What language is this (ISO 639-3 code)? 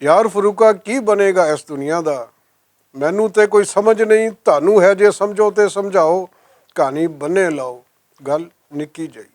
lah